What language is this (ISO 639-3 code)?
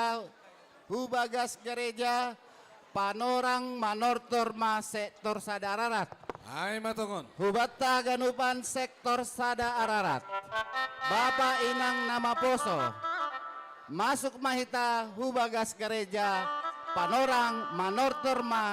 bts